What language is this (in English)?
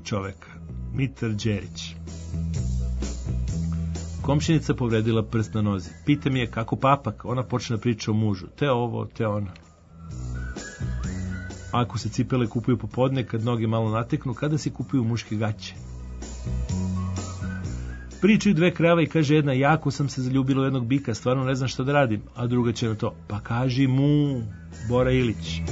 Serbian